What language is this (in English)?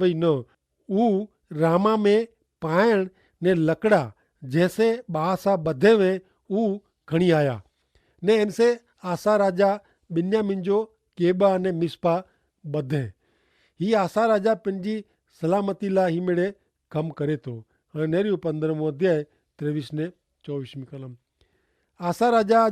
Kachhi